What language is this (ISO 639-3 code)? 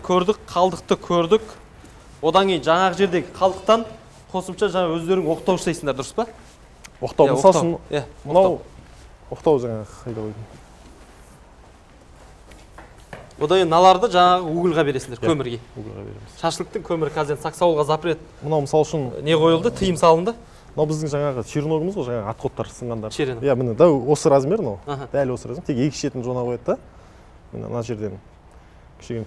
kaz